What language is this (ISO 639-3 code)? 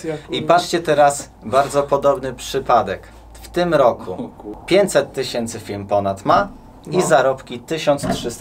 pol